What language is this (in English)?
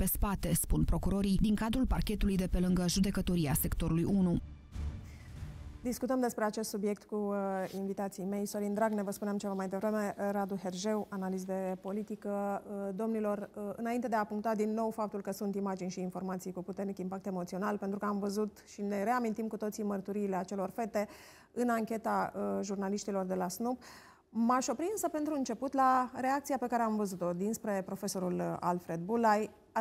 Romanian